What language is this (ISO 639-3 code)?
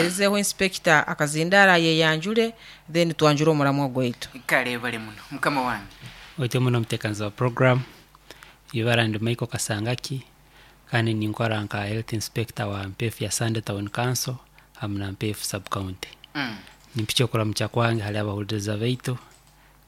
nyo